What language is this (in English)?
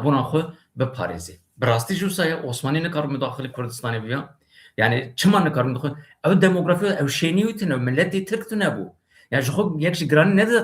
Kurdish